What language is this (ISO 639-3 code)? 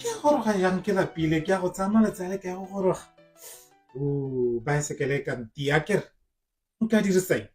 tsn